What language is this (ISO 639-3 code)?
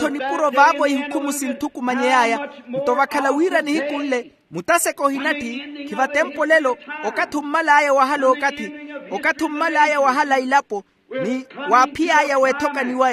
vmw